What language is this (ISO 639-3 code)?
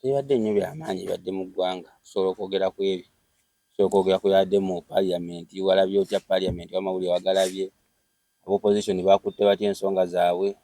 lug